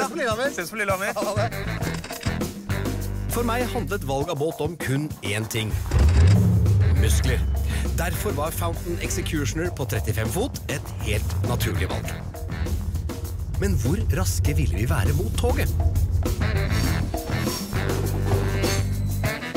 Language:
Norwegian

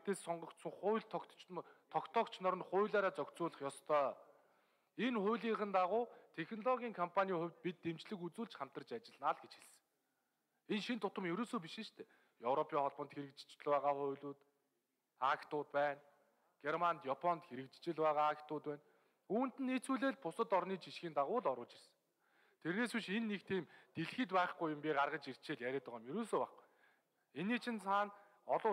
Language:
Mongolian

